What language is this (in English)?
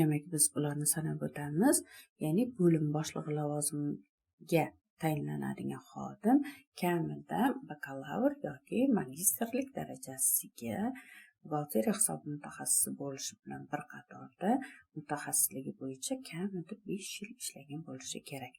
Uzbek